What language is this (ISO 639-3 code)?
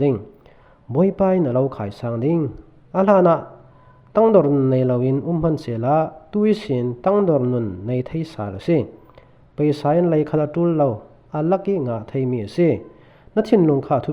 cfm